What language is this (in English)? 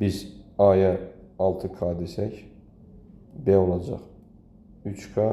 Azerbaijani